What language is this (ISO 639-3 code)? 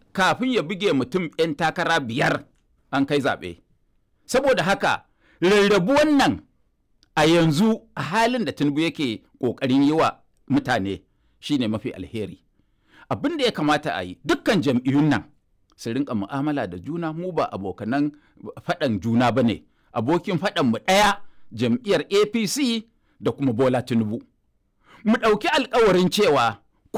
hau